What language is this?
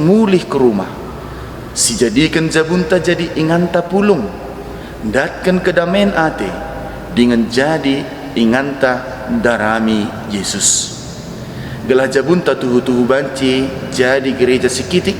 Batak Karo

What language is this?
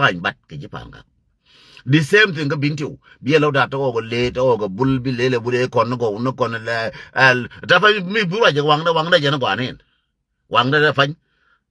Nuer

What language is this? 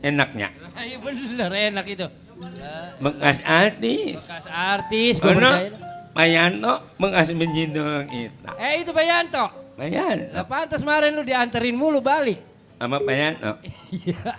Betawi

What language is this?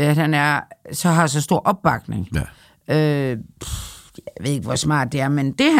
Danish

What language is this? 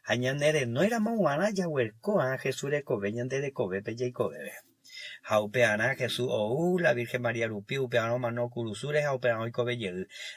Guarani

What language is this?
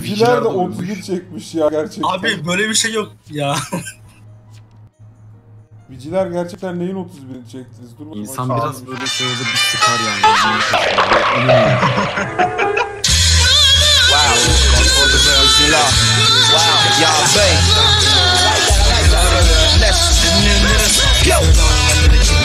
Turkish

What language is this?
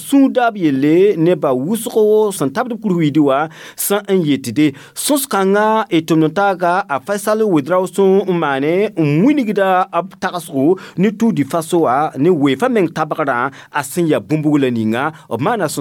Mossi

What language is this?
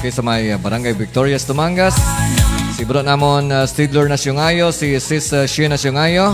Hiligaynon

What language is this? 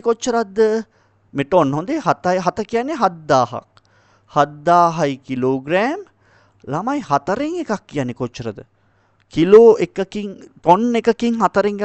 Sinhala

